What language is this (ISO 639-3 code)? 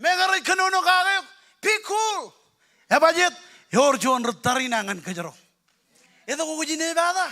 mah